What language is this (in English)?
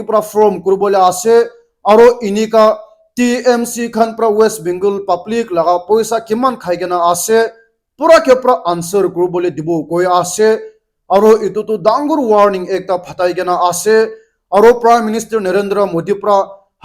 Naga Pidgin